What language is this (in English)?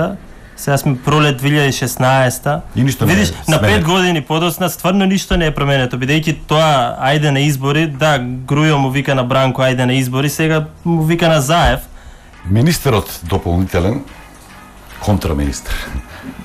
Macedonian